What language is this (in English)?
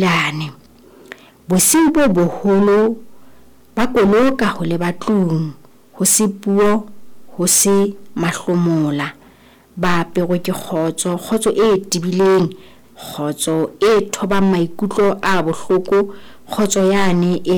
Southern Sotho